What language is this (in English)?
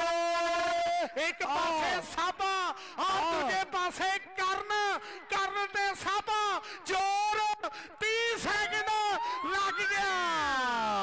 Punjabi